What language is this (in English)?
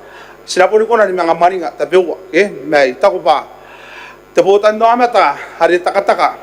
Gilbertese